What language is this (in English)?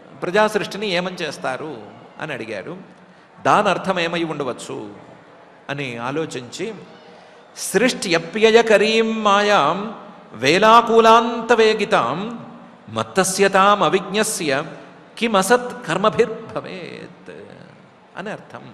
Telugu